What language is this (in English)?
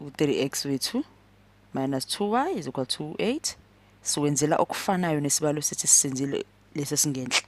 Zulu